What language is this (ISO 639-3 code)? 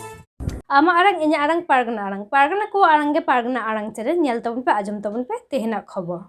sat